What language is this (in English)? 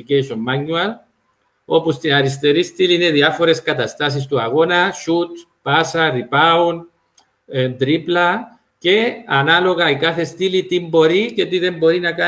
Greek